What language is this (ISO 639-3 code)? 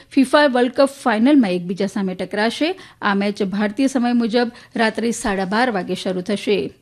guj